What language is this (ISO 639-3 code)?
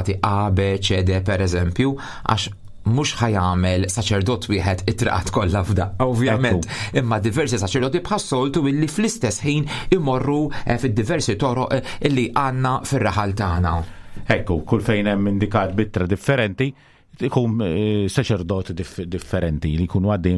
mlt